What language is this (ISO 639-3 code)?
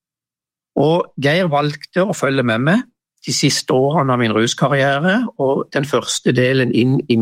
nor